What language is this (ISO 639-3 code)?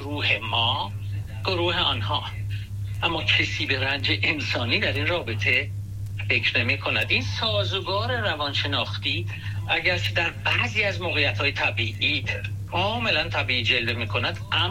fas